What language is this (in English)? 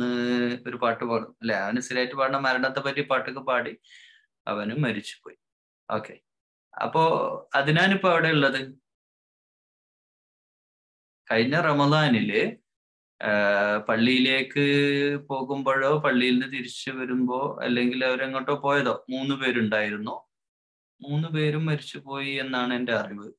Malayalam